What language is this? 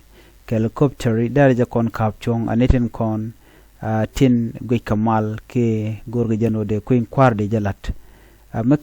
Nuer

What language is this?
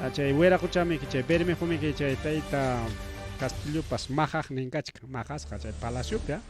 Ayacucho Quechua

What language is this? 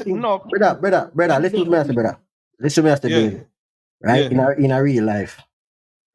Jamaican Creole English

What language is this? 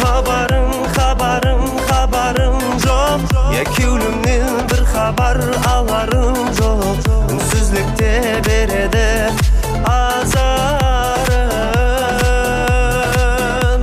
Kara-Kalpak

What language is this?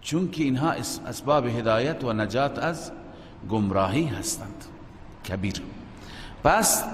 Persian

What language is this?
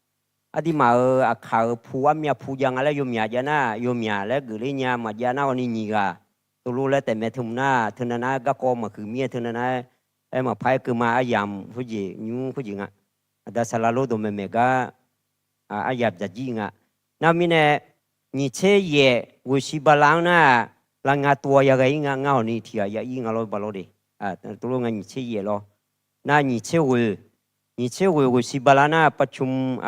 Akha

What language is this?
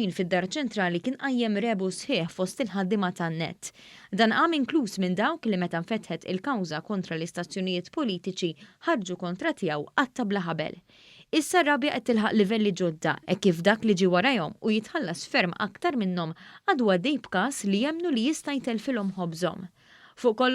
Maltese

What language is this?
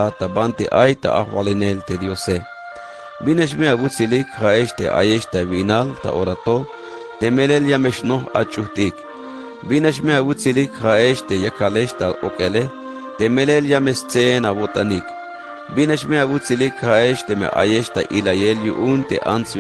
Tzeltal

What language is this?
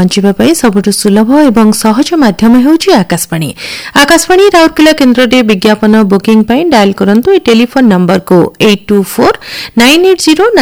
Odia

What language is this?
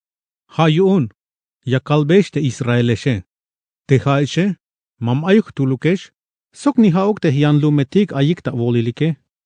Tzeltal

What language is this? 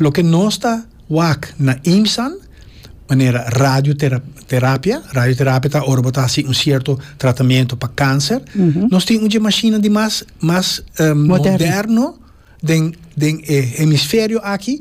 Papiamento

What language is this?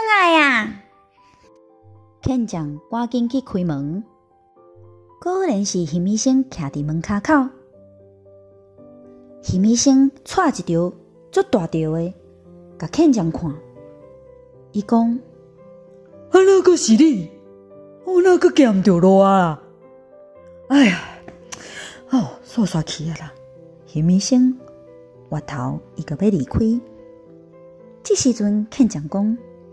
Min Nan Chinese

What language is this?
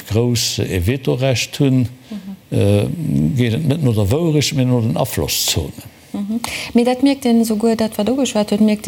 Luxembourgish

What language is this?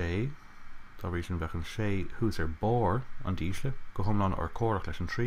Irish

